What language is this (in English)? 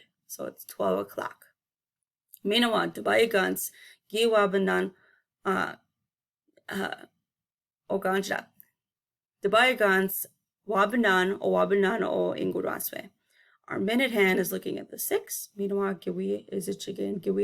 Chippewa